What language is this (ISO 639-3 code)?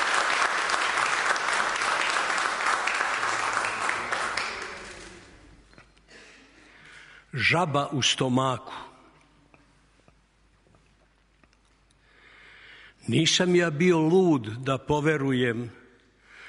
srp